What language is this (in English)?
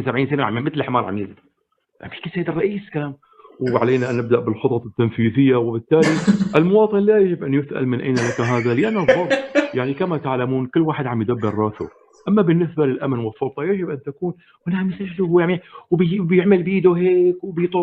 North Levantine Arabic